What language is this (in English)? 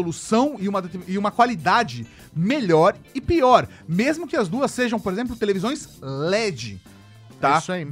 Portuguese